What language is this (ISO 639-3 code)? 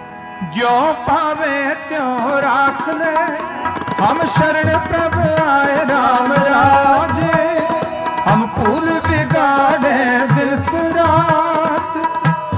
pan